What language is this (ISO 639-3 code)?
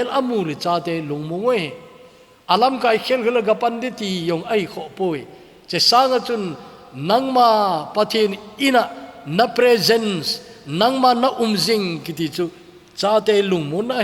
tcz